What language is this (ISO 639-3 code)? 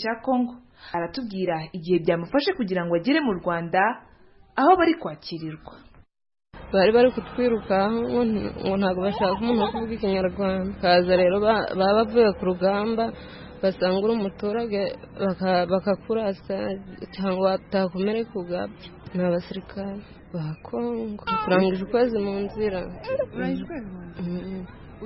kin